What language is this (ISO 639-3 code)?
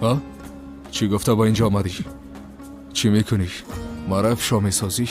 fas